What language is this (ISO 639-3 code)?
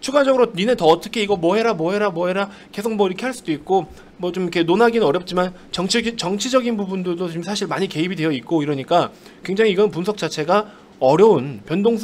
kor